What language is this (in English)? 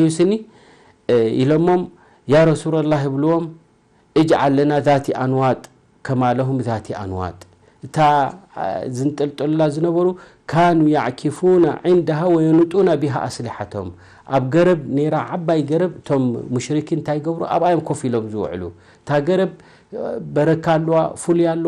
Tigrinya